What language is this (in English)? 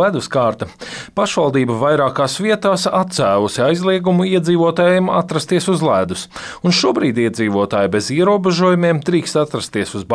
Latvian